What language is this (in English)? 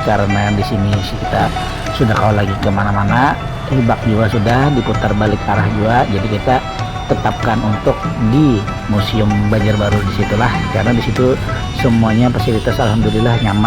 Banjar